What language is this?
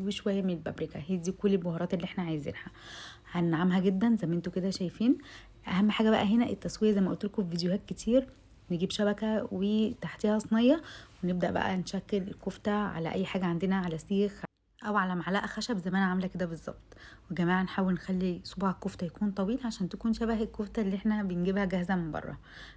Egyptian Arabic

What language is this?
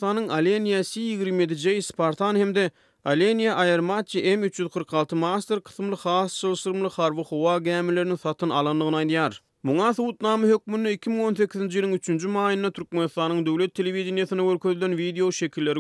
Turkmen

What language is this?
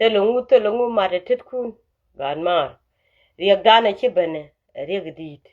Nuer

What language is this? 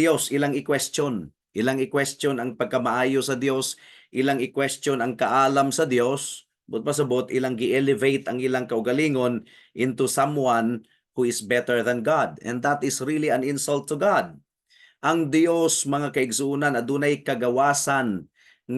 Cebuano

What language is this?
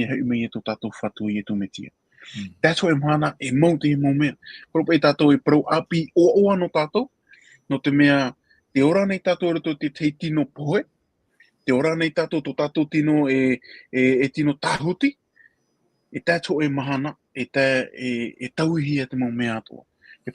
Tahitian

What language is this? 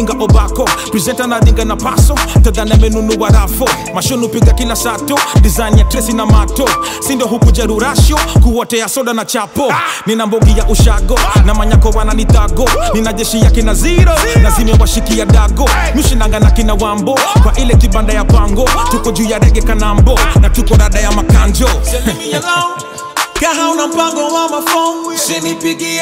Swahili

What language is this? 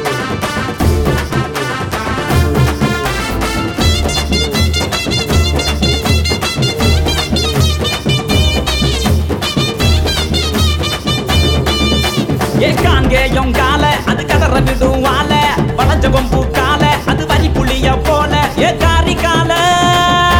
Tamil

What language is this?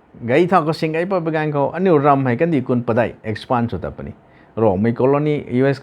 Rongmei Naga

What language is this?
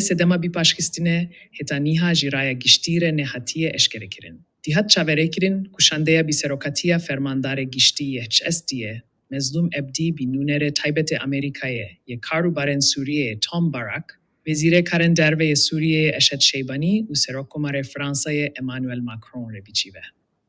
Kurdish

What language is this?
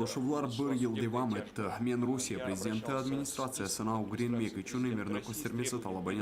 Crimean Tatar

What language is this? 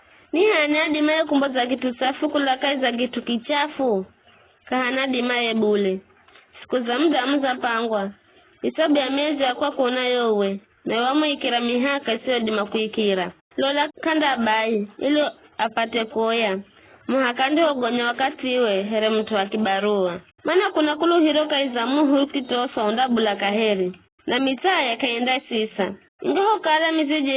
Giryama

